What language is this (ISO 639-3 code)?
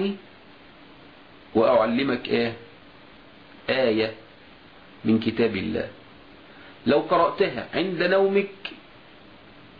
arz